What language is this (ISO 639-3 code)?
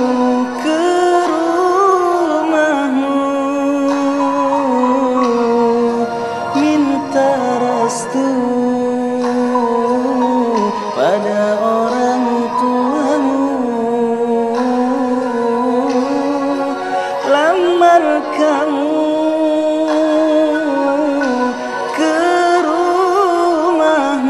ind